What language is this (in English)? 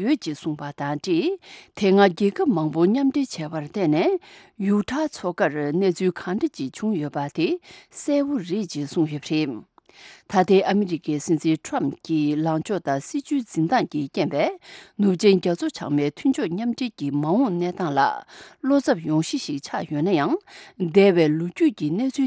Tibetan